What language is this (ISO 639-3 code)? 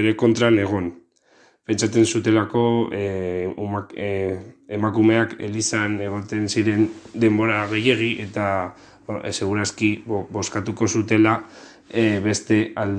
eus